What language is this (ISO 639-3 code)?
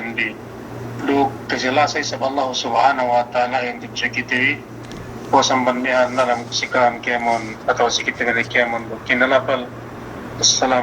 yka